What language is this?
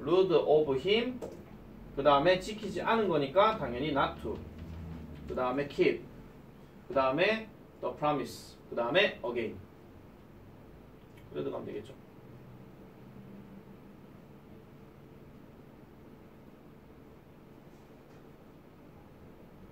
Korean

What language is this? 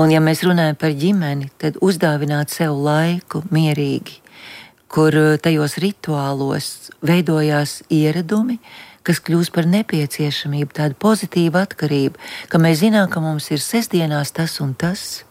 Latvian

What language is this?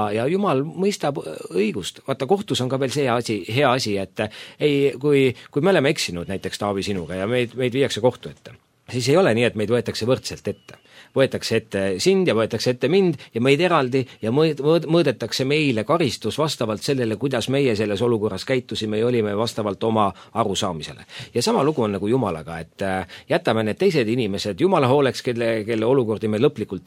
Estonian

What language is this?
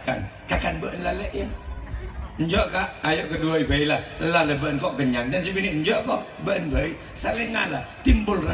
Madurese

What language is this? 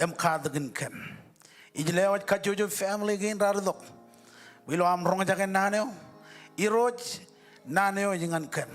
Marshallese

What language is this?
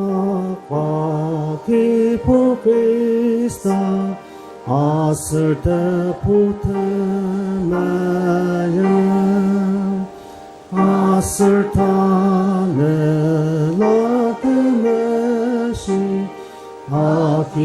Ao Naga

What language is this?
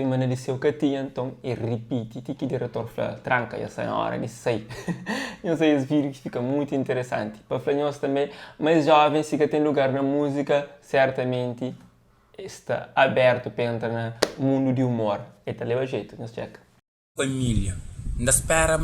Kabuverdianu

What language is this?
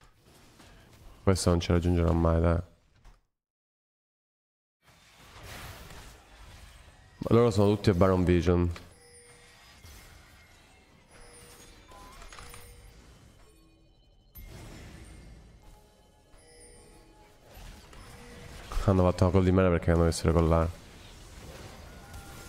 Italian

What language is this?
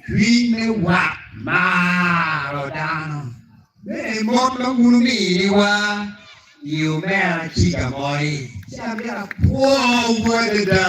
Acoli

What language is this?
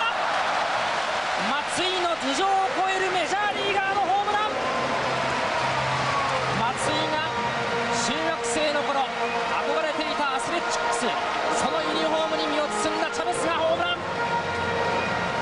Japanese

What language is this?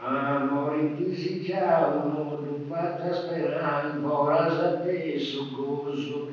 Sardinian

